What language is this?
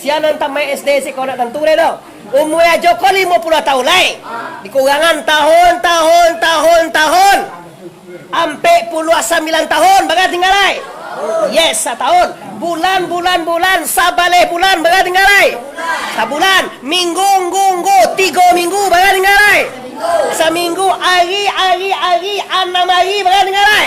Minangkabau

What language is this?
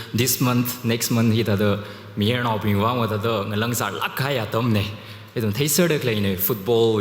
Tangkhul Naga (India)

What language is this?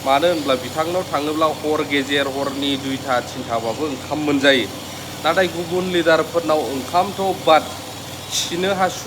Bodo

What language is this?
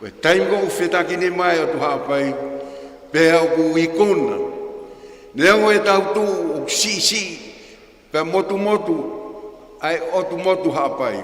Tongan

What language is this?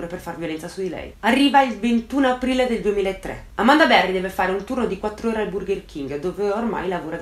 Italian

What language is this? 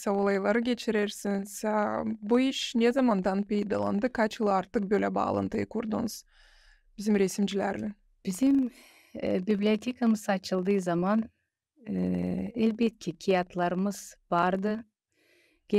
Gagauz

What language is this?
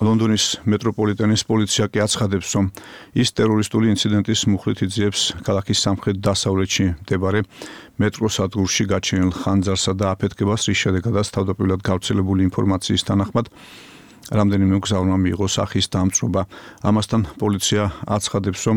Georgian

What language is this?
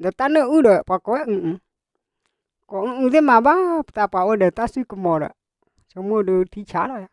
S'gaw Karen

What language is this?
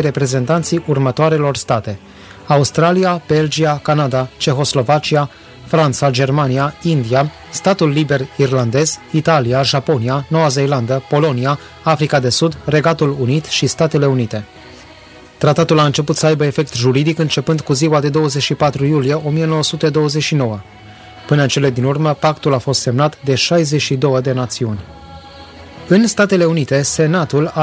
Romanian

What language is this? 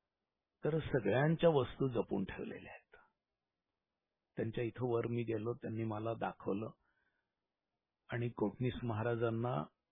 Marathi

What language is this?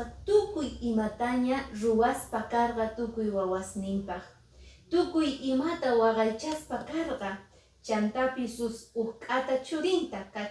Quechua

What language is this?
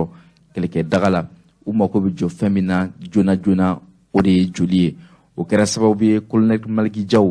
Bambara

